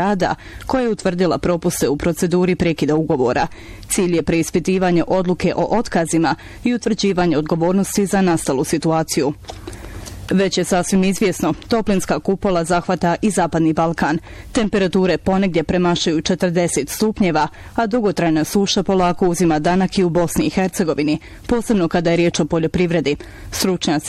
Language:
Bosnian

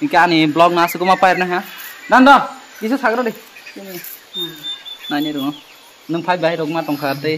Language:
Kok Borok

